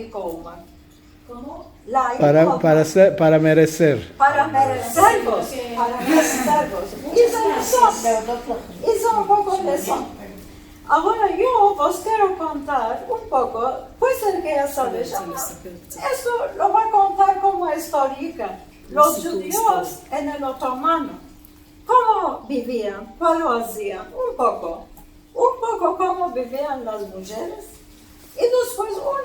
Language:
Ladino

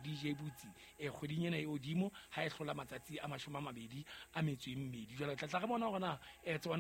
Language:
Southern Sotho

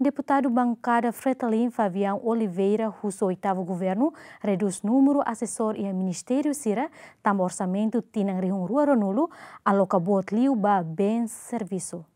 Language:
Tetum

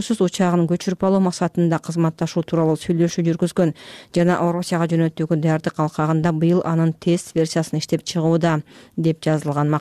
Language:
Kyrgyz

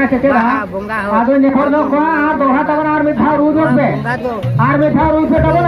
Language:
Santali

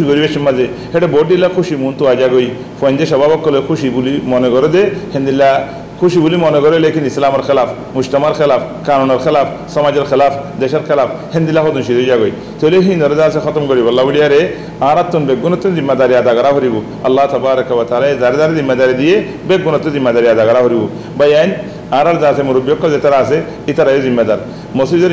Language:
Rohingya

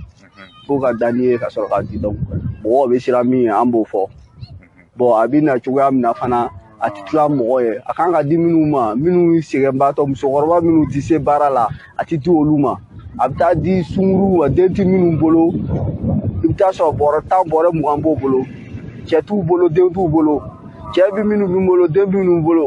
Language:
Bambara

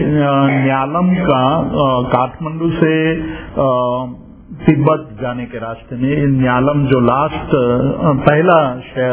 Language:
Hindi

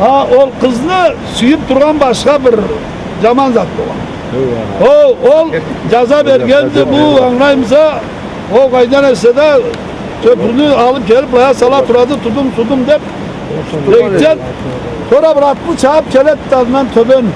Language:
Karachay-Balkar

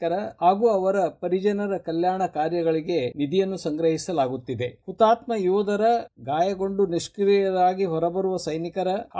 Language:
Kannada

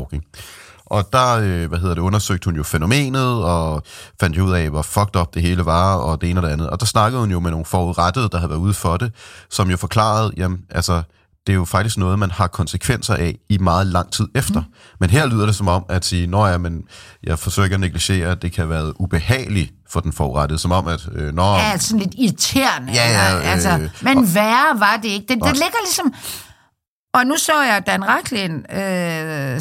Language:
Danish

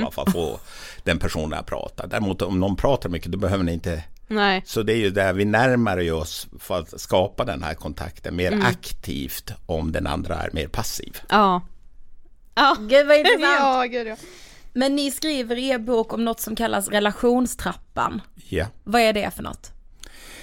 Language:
Swedish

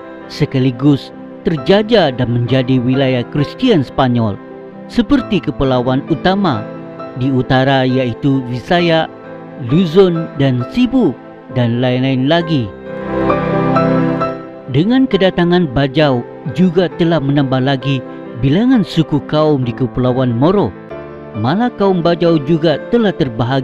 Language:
Malay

